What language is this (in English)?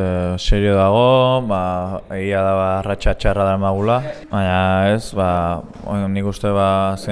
Basque